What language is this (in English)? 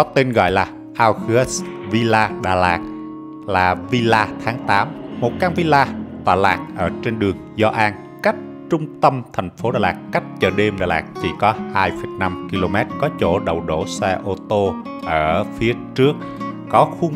Vietnamese